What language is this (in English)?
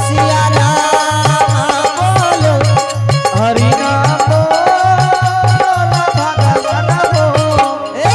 Angika